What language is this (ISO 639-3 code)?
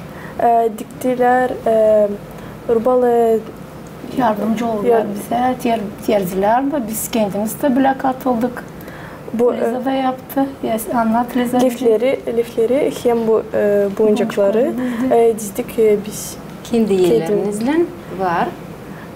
gag